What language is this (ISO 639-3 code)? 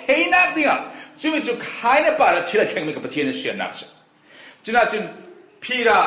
cfm